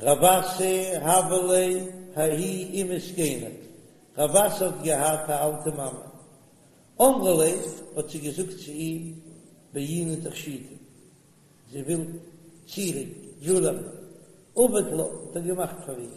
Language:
Yiddish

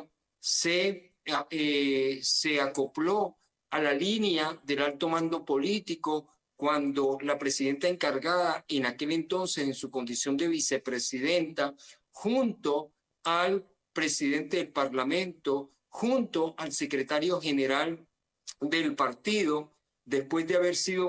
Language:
Spanish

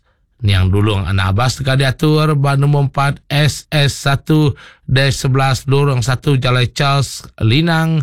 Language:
Iban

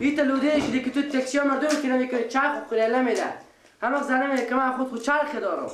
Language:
Persian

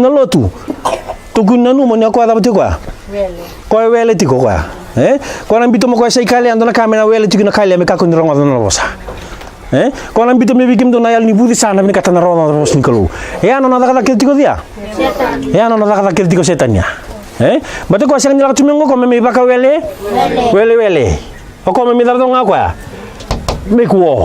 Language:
Fijian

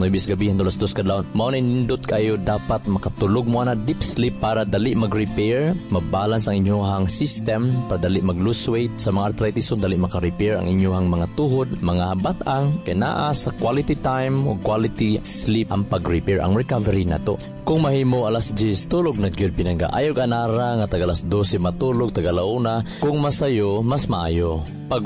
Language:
Cebuano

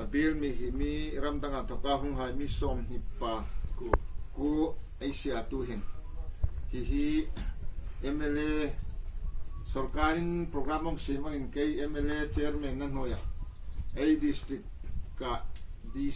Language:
Hmar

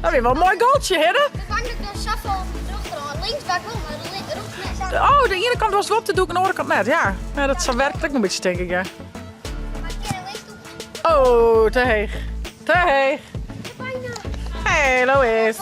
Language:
Western Frisian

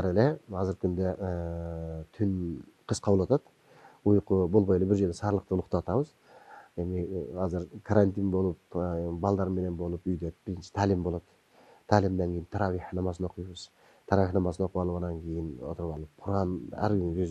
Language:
Kyrgyz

